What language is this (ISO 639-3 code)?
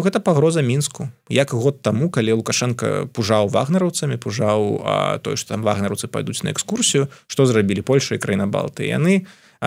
bel